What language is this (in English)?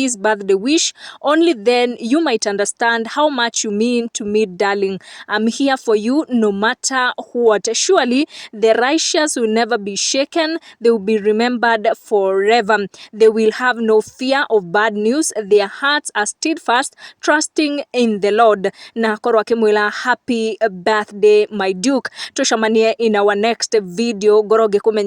Kikuyu